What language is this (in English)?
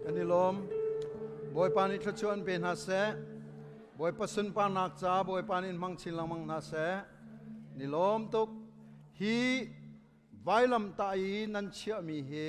Hakha Chin